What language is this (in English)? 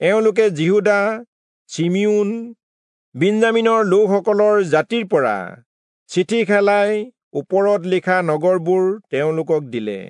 Assamese